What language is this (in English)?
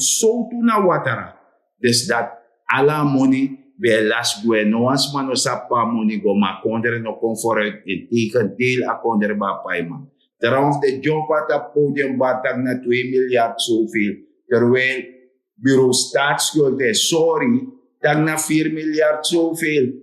Sranan Tongo